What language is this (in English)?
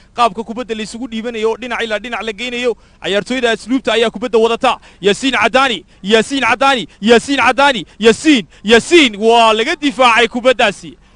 Somali